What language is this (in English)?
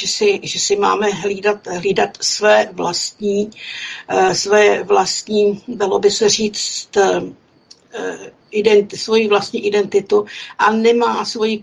Czech